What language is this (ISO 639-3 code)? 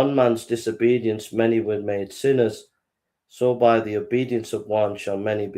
eng